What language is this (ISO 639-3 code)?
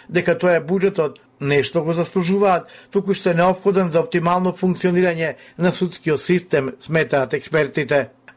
mkd